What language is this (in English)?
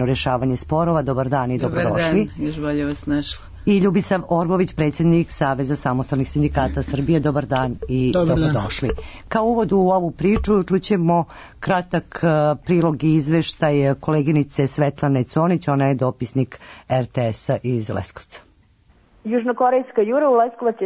Serbian